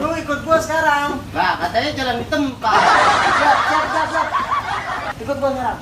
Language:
Betawi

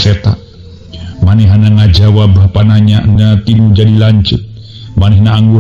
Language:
Sundanese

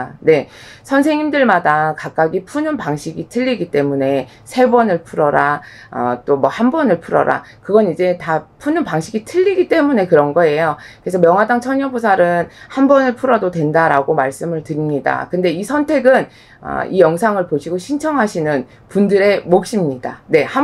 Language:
Korean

